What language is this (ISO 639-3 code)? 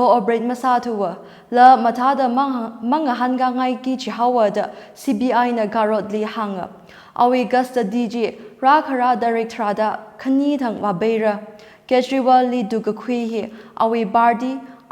nmf